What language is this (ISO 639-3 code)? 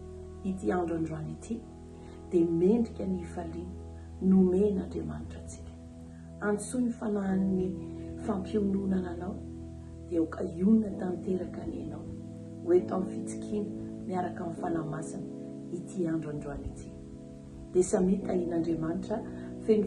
mlg